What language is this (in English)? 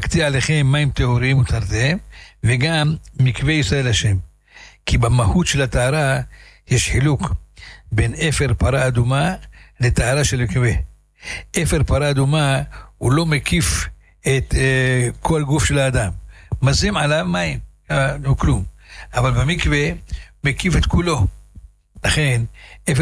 Hebrew